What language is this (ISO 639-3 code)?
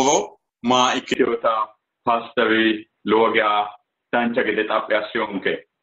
sid